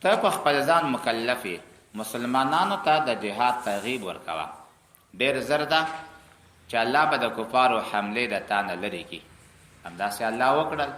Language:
Pashto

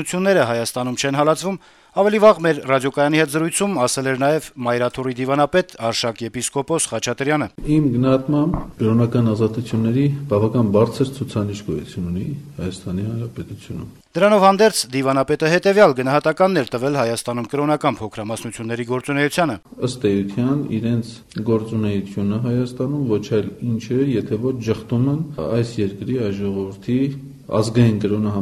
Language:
Armenian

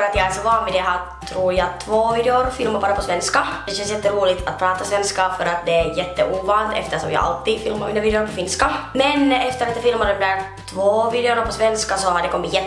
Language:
Swedish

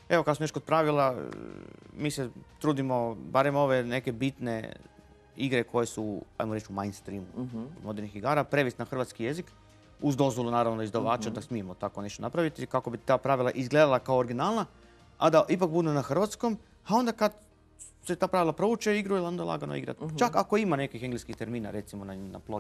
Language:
Croatian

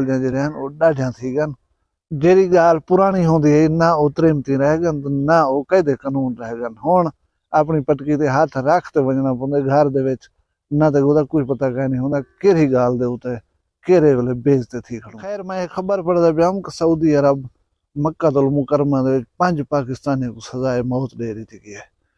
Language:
Saraiki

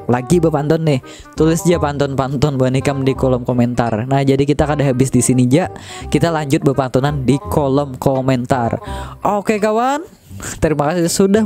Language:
Banjar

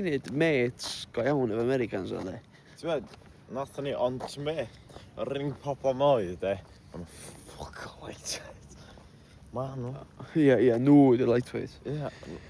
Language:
Welsh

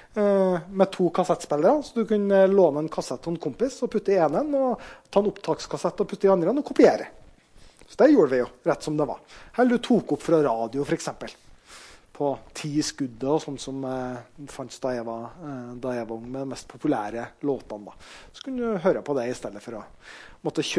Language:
Norwegian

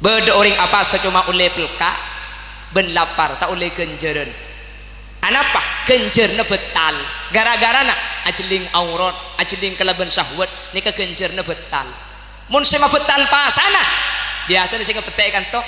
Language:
Madurese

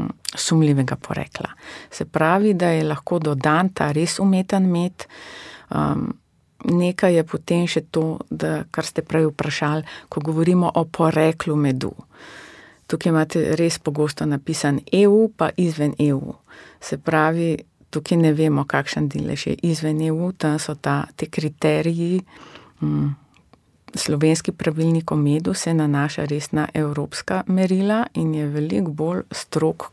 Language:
Slovenian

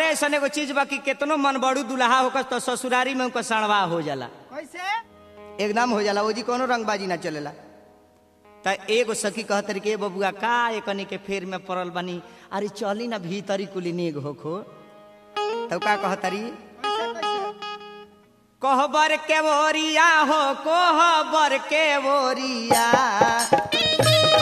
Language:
Bhojpuri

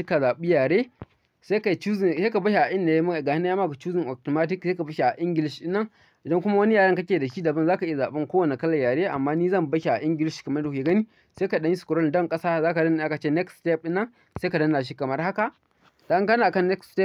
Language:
Hausa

